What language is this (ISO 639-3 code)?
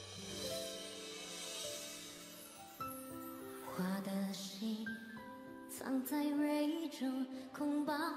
zho